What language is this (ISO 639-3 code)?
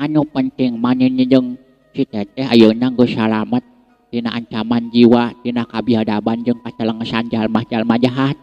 sun